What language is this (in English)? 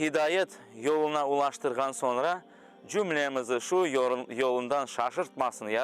Crimean Tatar